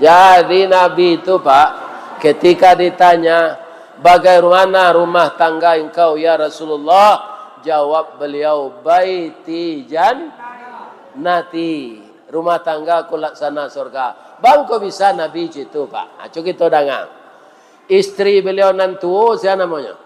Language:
Minangkabau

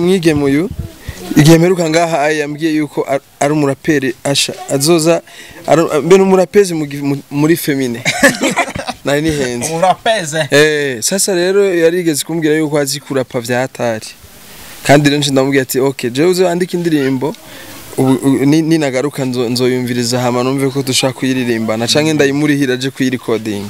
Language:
Rundi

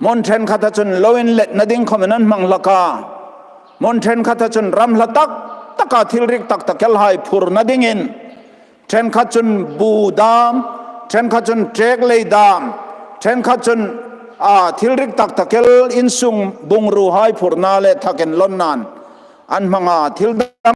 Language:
Hmar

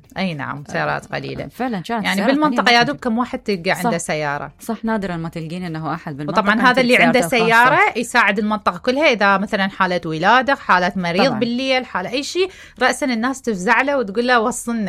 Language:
Mesopotamian Arabic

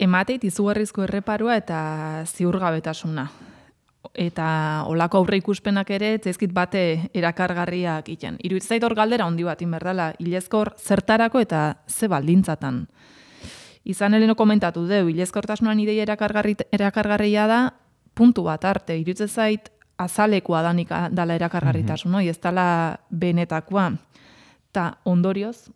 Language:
Basque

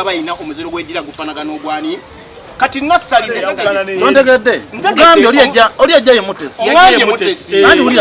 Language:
Ganda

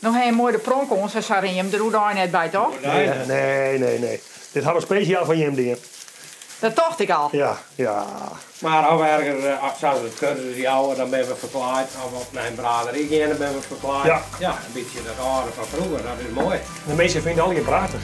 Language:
Western Frisian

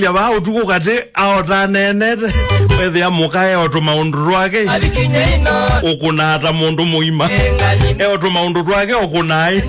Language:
Kamba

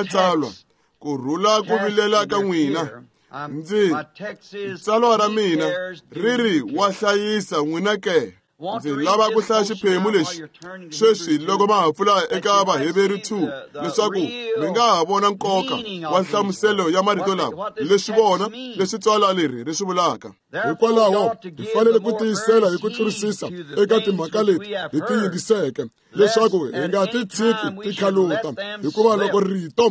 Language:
Tsonga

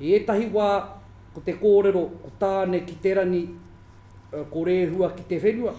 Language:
Māori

